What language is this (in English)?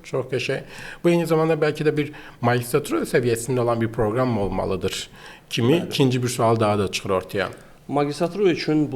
Azerbaijani